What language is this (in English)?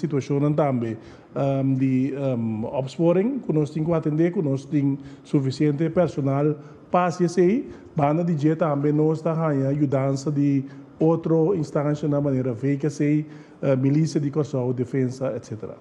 Papiamento